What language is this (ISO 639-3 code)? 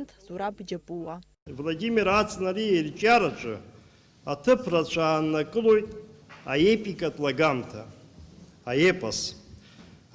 abk